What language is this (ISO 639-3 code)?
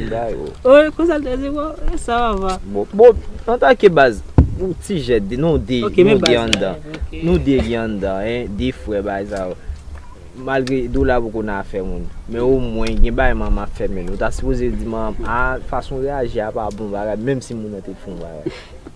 hat